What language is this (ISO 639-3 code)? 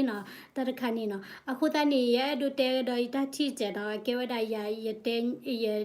ksw